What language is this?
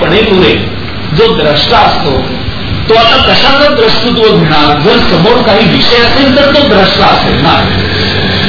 Marathi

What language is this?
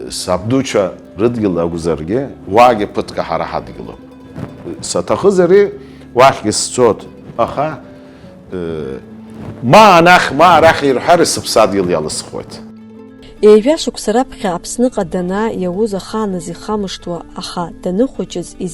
Abkhazian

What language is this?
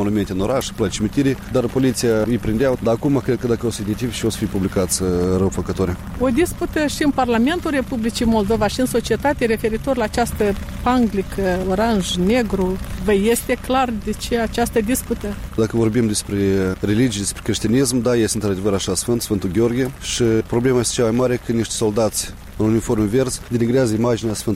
Romanian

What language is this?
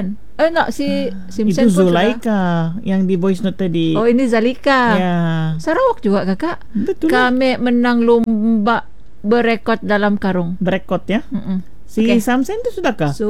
Malay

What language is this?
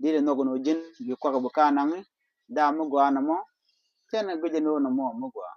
Nuer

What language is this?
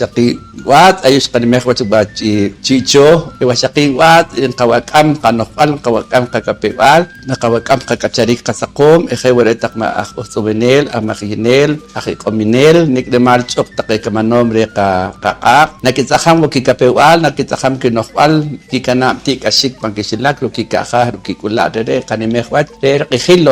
Poqomchi'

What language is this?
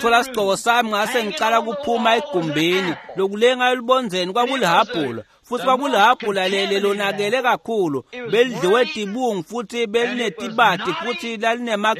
Swati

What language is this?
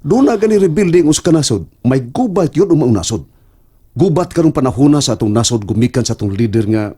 Cebuano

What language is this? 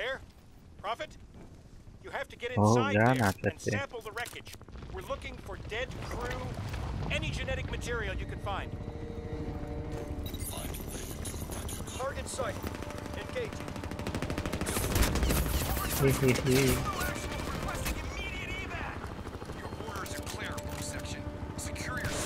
Hungarian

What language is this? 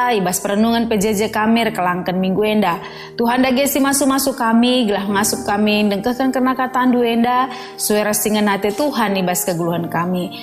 Batak Karo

